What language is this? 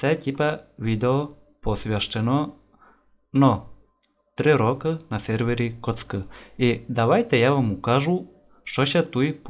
Rusyn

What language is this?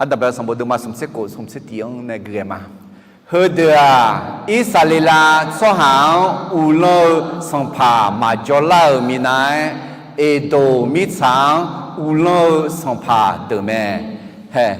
Akha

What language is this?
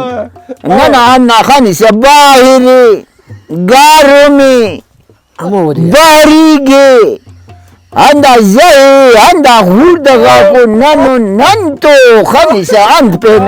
Brahui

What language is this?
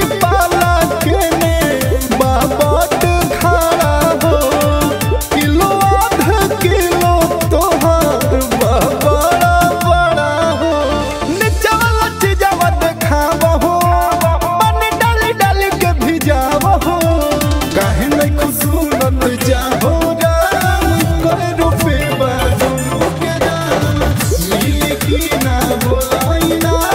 Bhojpuri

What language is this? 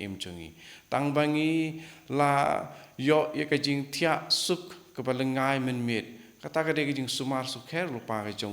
Khasi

